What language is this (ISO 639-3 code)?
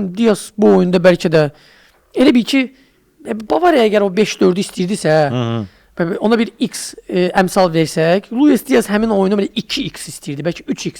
aze